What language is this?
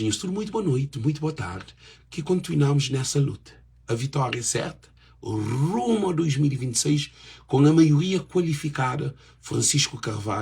Kabuverdianu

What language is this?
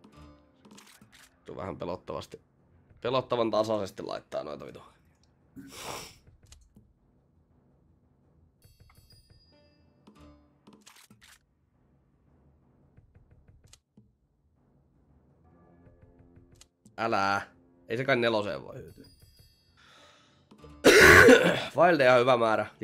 Finnish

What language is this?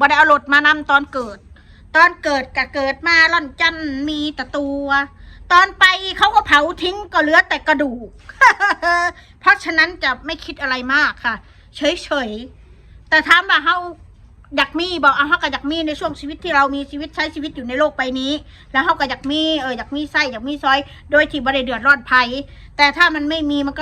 Northeastern Thai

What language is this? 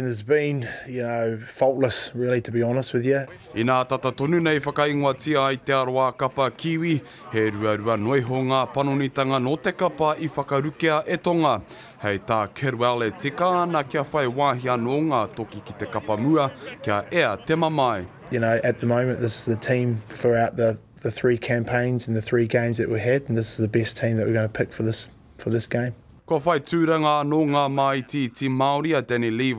Māori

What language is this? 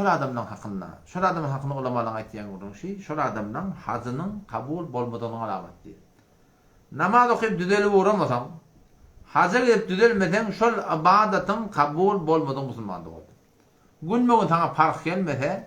Turkmen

